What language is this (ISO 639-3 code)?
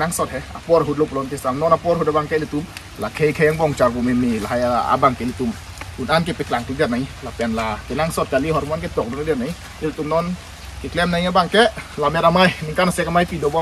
mjw